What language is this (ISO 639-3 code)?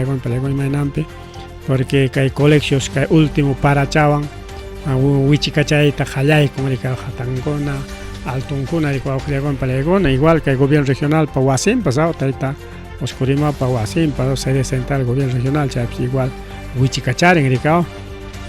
quy